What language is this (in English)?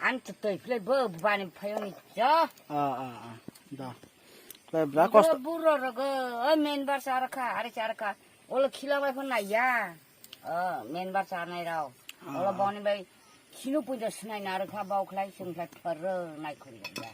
Kok Borok